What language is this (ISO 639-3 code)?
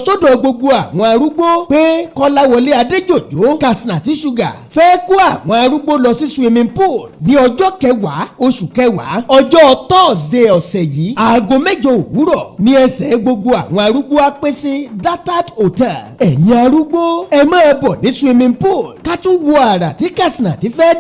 yor